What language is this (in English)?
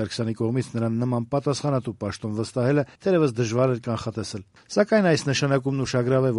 Armenian